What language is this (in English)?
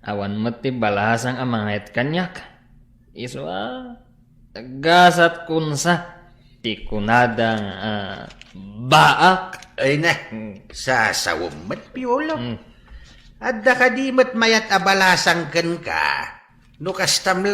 Iloko